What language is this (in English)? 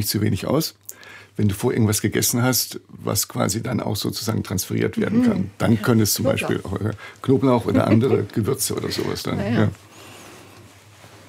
German